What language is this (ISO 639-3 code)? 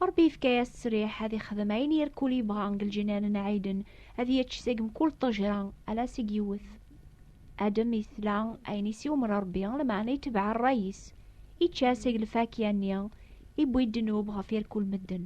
kab